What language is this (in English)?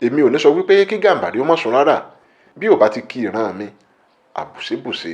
Yoruba